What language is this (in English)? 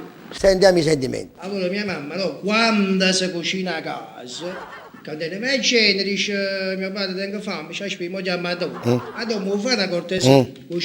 Neapolitan